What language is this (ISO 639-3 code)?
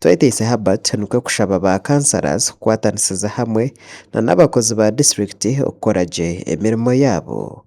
nyn